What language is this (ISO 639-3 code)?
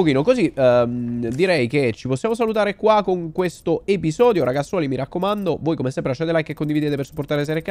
ita